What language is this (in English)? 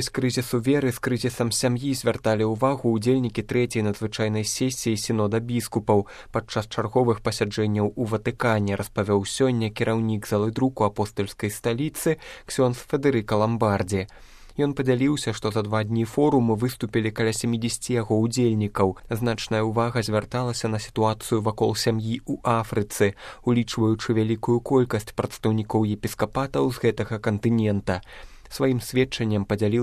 Belarusian